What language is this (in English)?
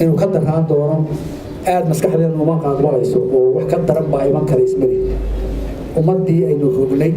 Somali